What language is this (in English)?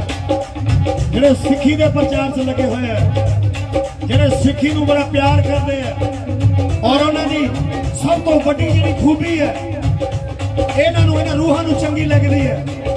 Punjabi